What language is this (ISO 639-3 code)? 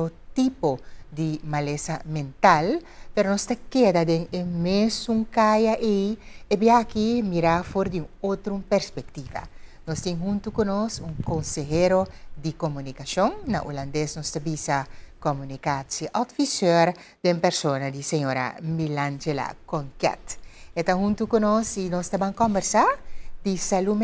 pap